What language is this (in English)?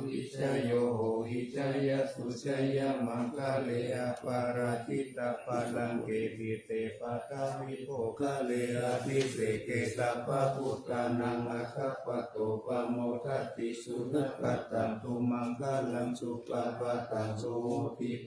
Pali